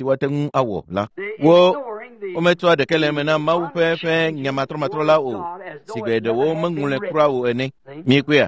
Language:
Ewe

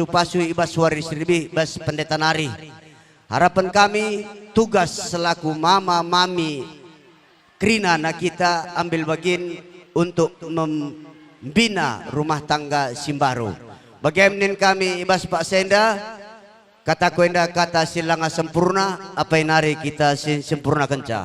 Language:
Batak Karo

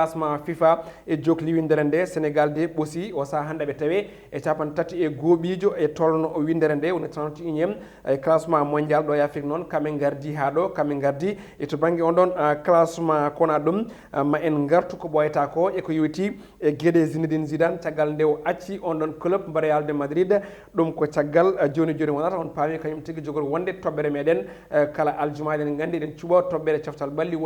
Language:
Fula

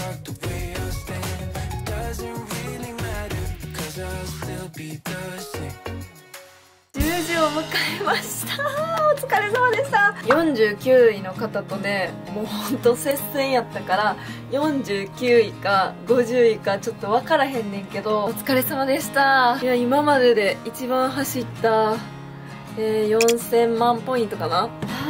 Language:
Japanese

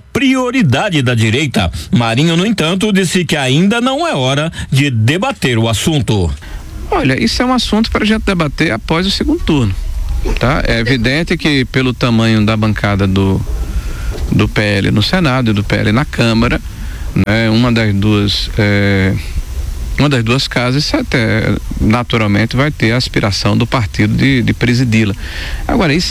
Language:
Portuguese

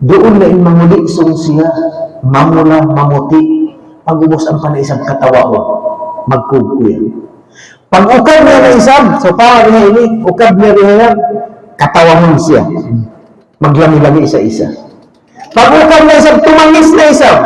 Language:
Tausug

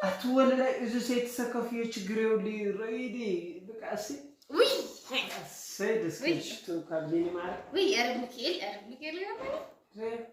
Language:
Tigrinya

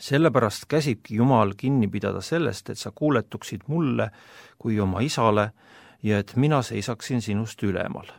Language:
Estonian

